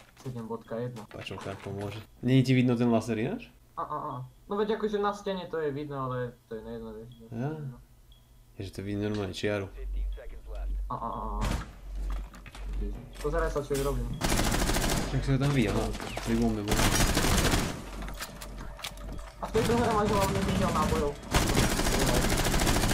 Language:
Slovak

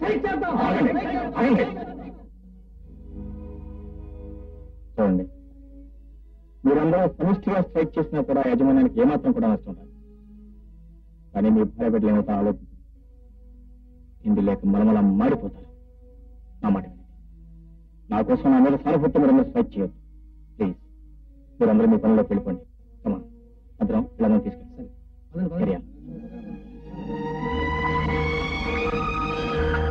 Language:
Telugu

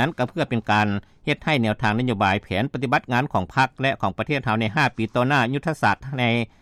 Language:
Lao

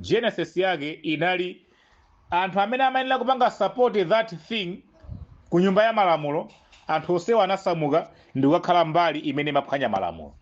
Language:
Nyanja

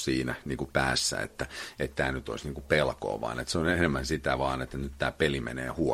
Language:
Finnish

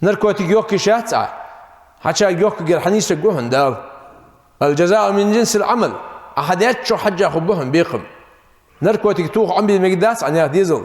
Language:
Ingush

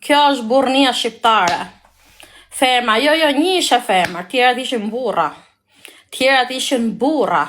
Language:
Albanian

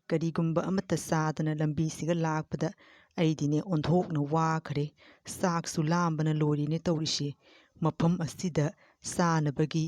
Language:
Manipuri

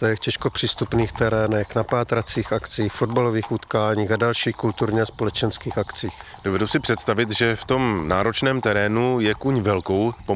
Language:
Czech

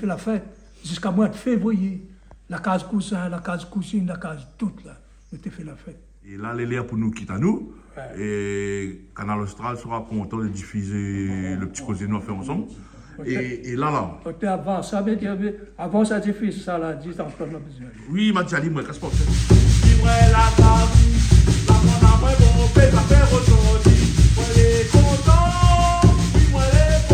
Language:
Réunion Creole French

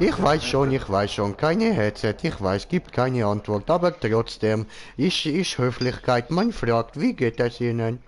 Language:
Swiss German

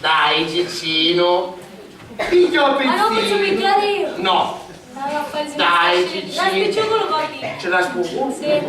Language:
Sicilian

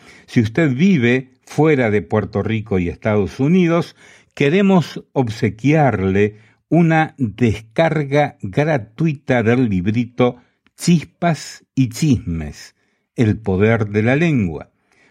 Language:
Spanish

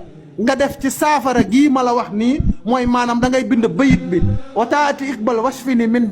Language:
Wolof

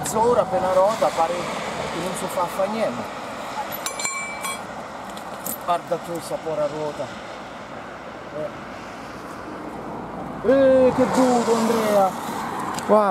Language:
Italian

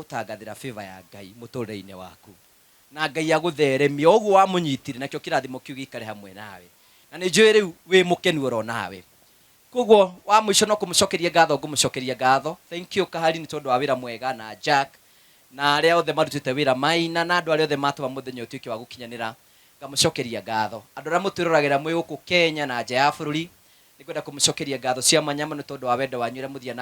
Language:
Kikuyu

